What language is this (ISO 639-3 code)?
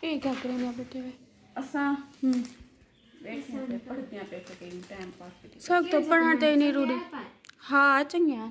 skr